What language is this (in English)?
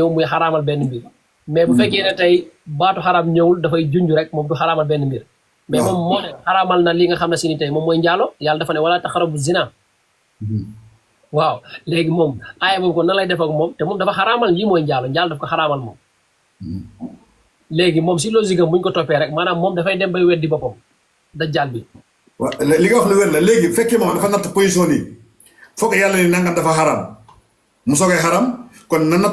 Wolof